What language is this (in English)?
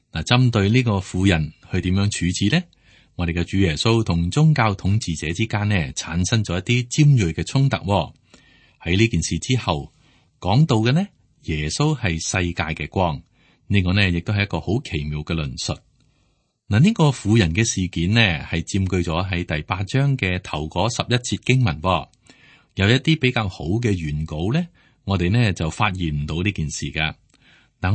Cantonese